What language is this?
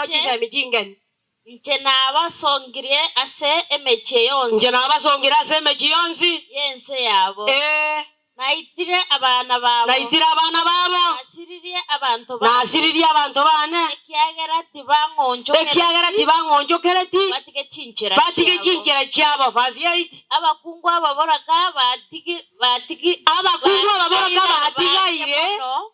Gusii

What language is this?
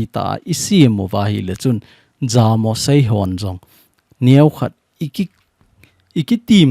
Thado Chin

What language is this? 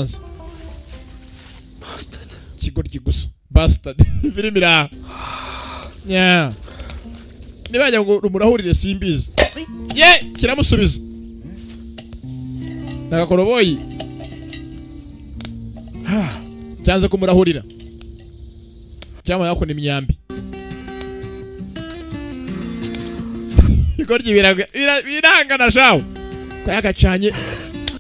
Kinyarwanda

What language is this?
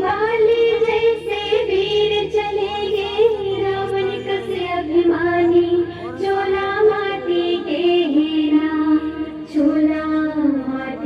Chhattisgarhi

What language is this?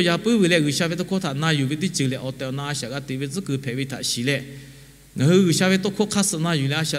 Lahu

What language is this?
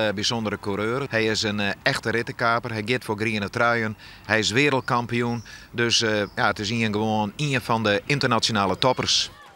Western Frisian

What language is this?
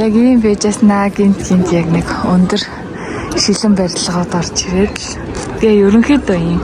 Mongolian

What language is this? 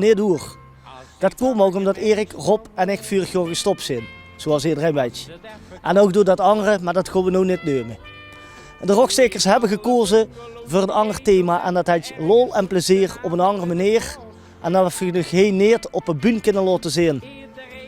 Limburgish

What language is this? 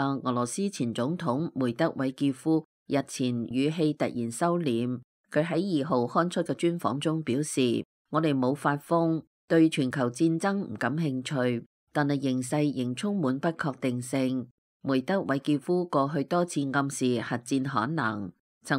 Cantonese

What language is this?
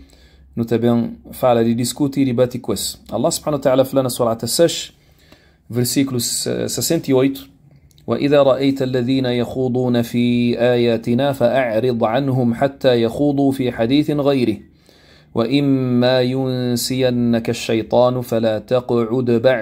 Kabuverdianu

